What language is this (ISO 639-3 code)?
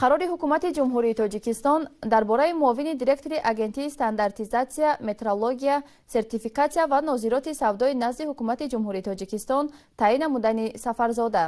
tgk